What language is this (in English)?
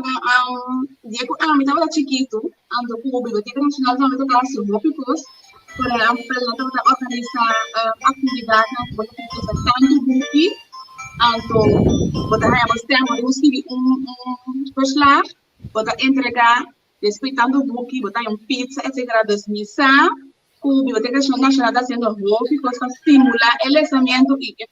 Papiamento